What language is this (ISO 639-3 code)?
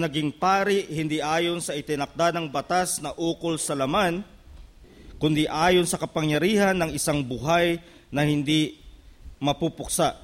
fil